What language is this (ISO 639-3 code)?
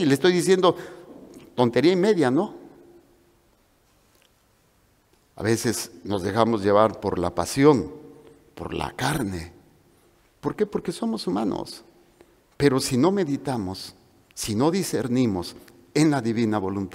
spa